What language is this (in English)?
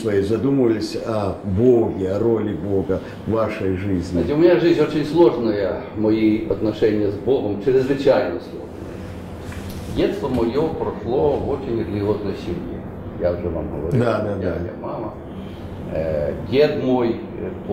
Russian